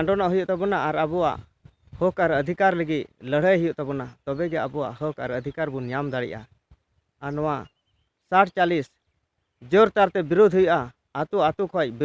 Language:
Santali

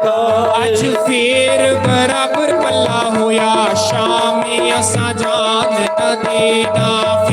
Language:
Dogri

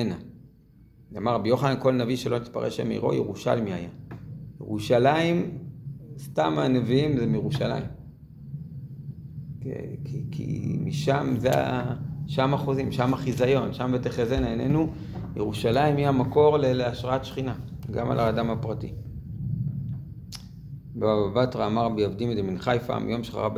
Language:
Hebrew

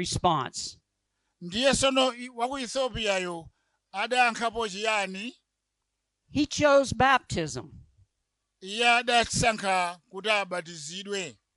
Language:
Nyanja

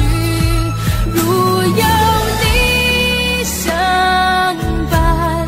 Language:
Chinese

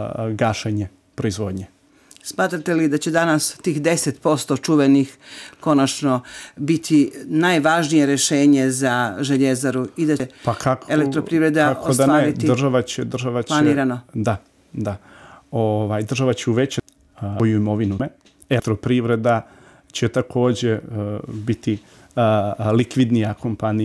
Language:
Bosnian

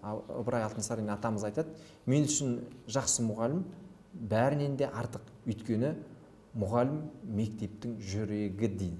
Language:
Kazakh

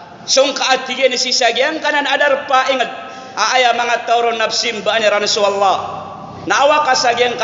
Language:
Maranao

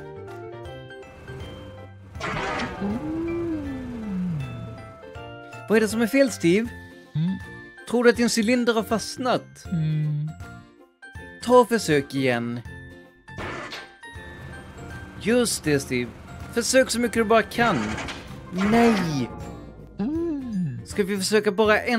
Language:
Swedish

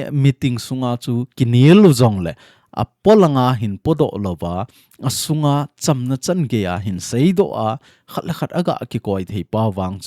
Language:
Thado Chin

